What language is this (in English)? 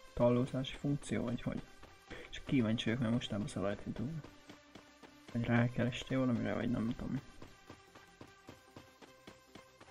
Hungarian